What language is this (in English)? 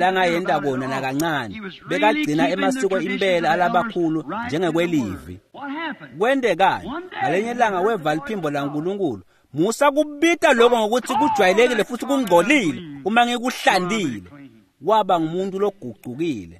Swati